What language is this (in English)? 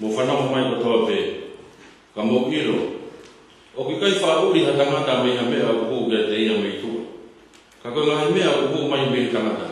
Tongan